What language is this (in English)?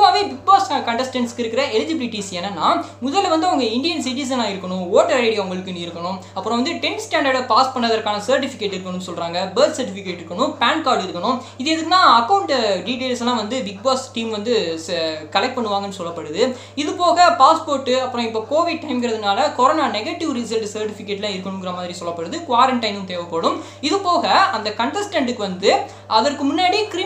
Tamil